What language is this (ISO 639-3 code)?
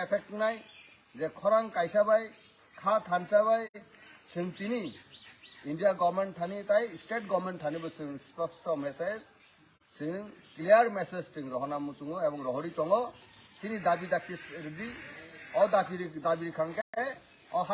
trp